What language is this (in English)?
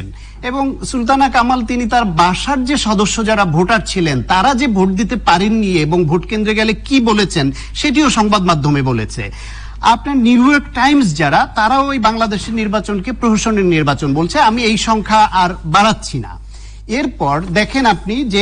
Bangla